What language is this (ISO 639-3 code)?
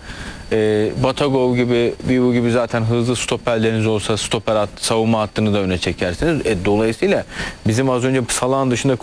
tur